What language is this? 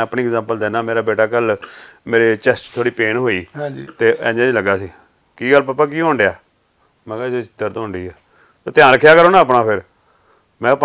Punjabi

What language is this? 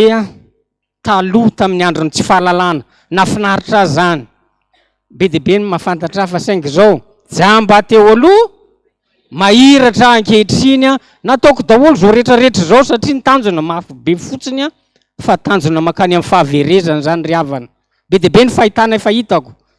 Malagasy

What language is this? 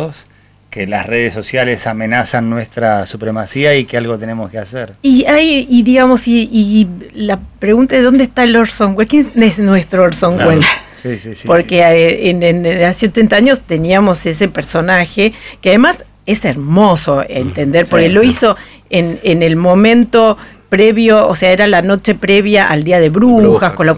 Spanish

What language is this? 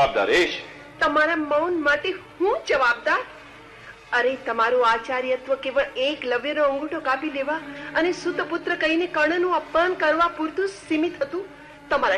Gujarati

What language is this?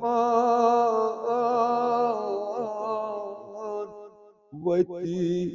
Kashmiri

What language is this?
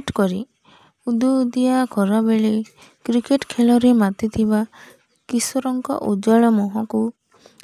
Odia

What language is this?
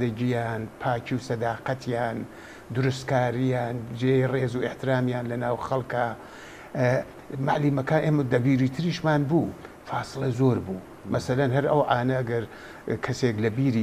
Central Kurdish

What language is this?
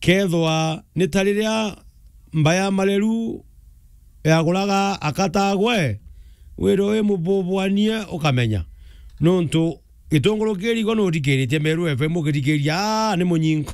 Meru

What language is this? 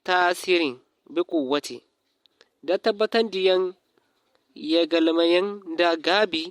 Zarma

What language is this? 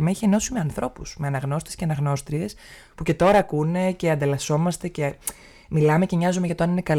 Greek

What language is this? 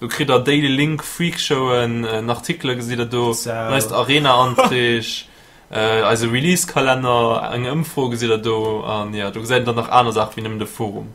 Luxembourgish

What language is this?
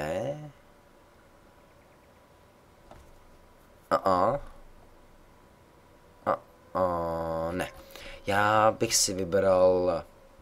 Czech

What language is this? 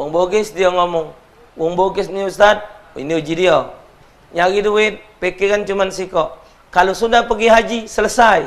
Musi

